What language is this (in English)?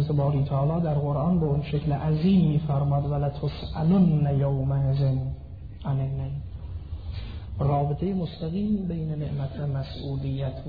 Persian